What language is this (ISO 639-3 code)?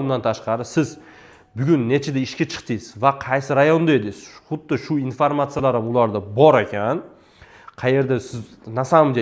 uzb